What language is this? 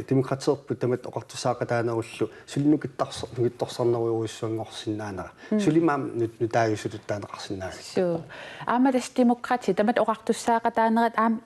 Kalaallisut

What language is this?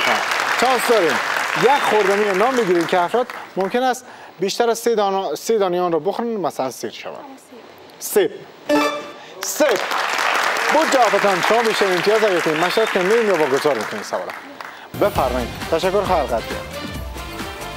Persian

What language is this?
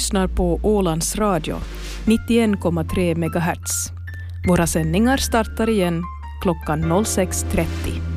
Swedish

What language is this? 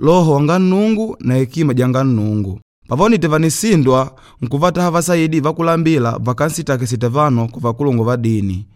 Makonde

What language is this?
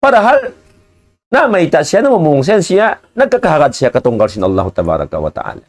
Tausug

